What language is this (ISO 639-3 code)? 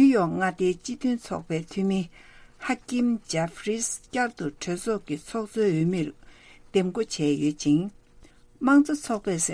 bod